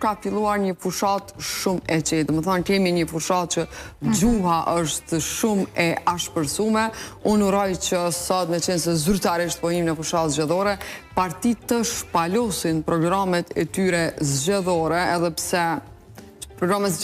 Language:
Albanian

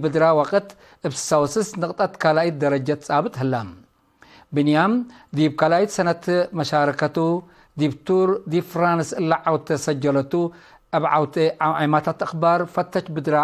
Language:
Tigre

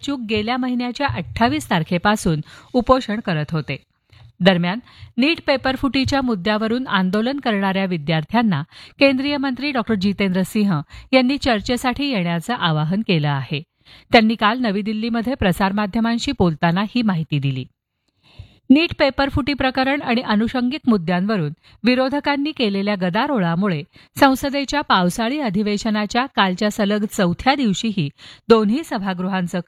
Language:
Marathi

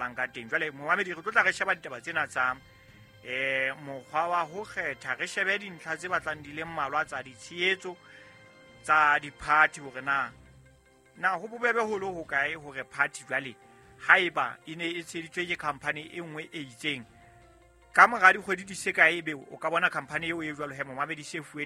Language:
Southern Sotho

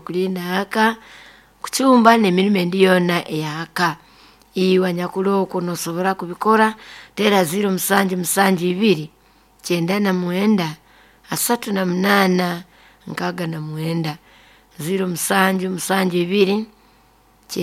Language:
Nyoro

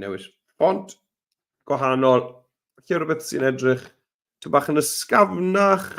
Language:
Welsh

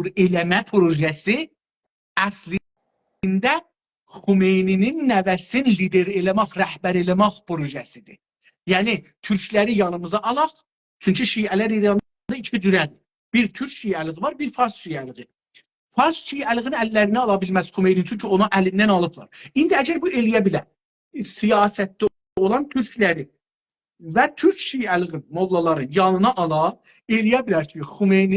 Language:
South Azerbaijani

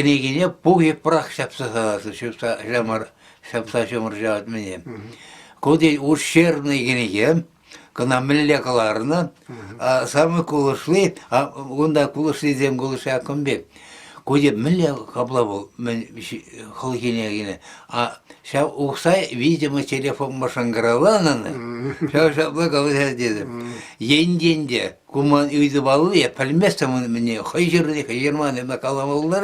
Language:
Chuvash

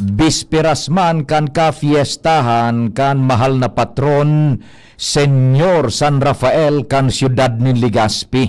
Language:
Bikol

